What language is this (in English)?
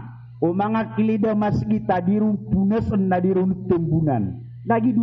Maranao